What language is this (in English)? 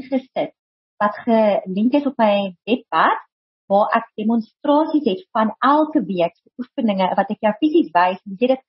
Afrikaans